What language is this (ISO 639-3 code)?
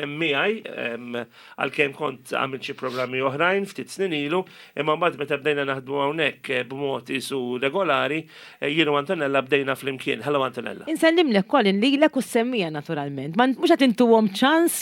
mlt